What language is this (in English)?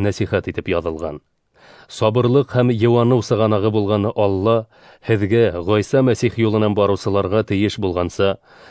Bashkir